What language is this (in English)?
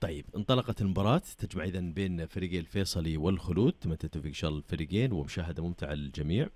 Najdi Arabic